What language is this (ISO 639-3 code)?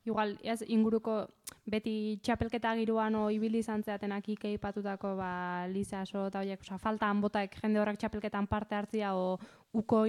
eus